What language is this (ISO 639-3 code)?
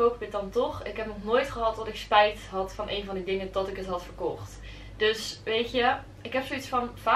nld